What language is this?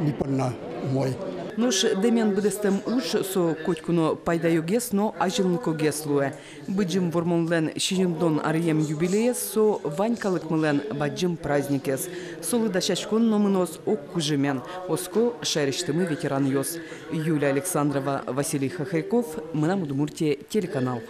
Udmurt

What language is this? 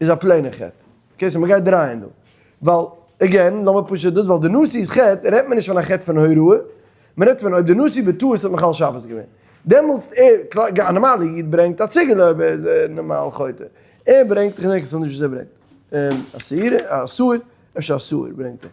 Yiddish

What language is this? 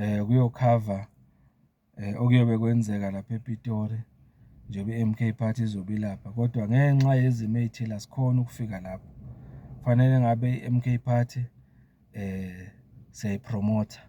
Zulu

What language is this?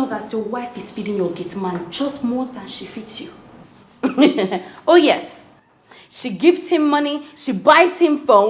Nigerian Pidgin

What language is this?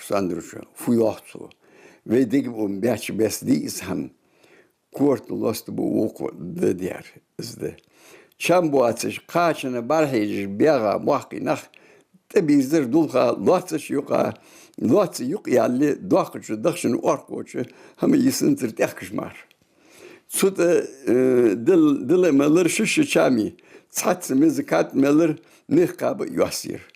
Ingush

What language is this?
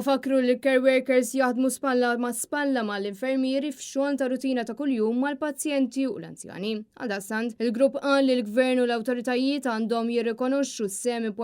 Maltese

